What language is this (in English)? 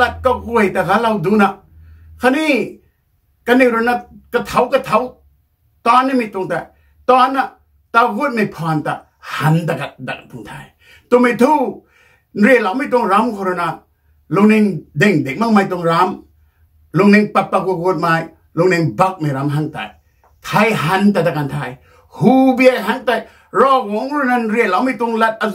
Rongmei Naga